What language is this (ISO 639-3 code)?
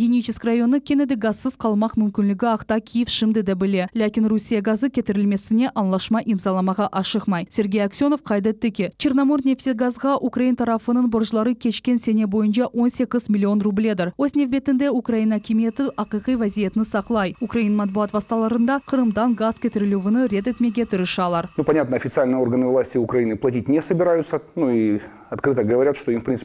crh